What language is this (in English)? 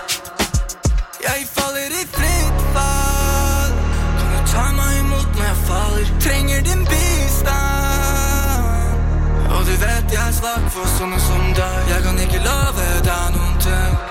Norwegian